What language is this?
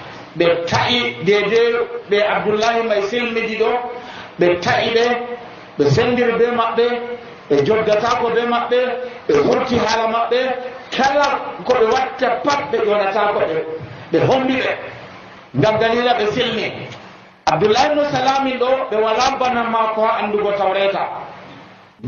Nigerian Fulfulde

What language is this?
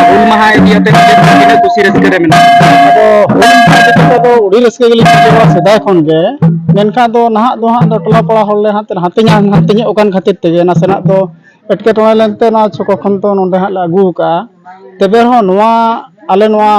Santali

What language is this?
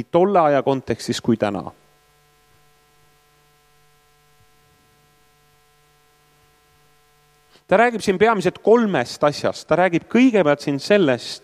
Estonian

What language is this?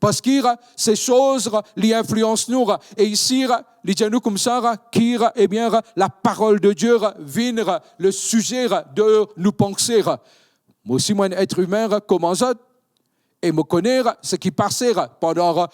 Morisyen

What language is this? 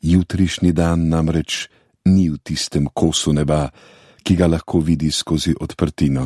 Slovenian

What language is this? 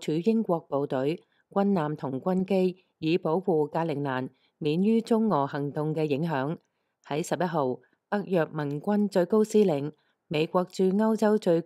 Cantonese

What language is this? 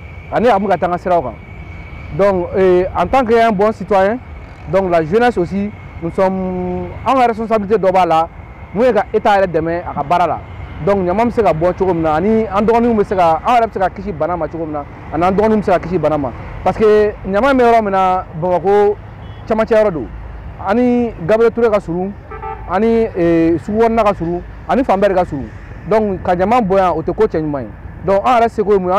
Bambara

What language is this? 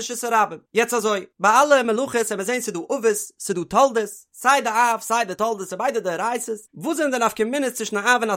Yiddish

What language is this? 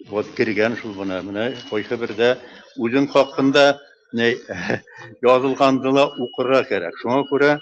Bashkir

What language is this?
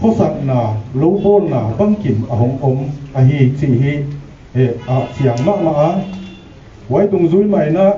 Paite Chin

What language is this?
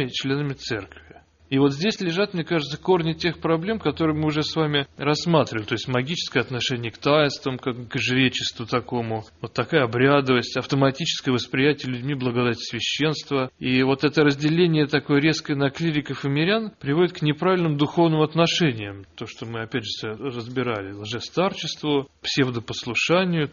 Russian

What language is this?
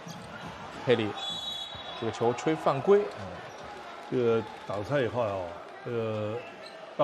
Chinese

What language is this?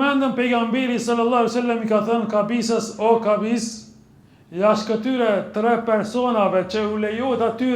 Albanian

